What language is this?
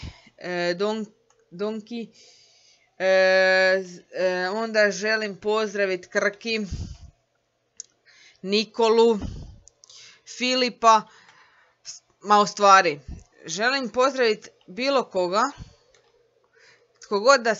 Croatian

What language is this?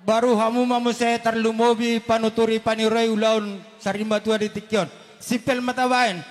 Batak Toba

